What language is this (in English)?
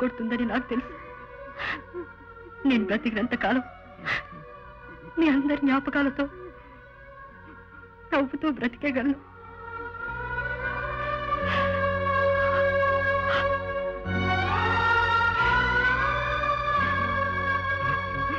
Telugu